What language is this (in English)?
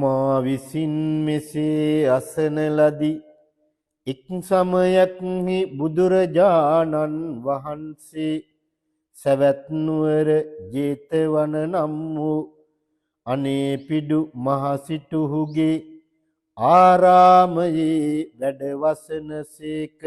Sinhala